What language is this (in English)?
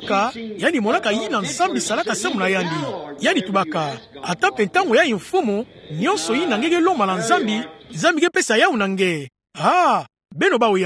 Kituba (Democratic Republic of Congo)